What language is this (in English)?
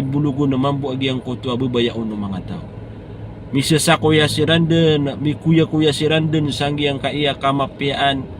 Maranao